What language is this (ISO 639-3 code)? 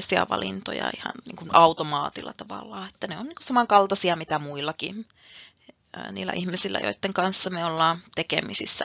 fin